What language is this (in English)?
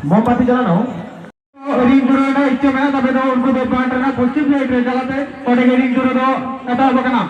Santali